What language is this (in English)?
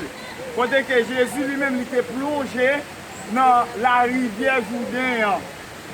Haitian Creole